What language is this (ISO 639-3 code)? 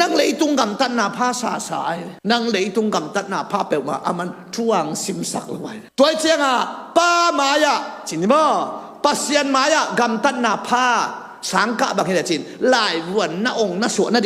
ctd